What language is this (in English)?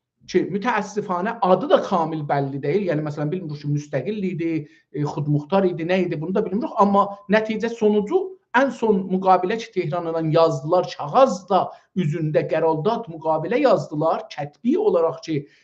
South Azerbaijani